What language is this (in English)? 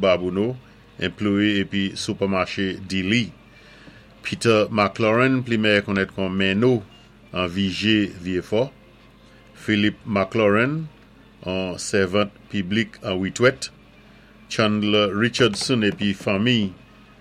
Saint Lucian Creole French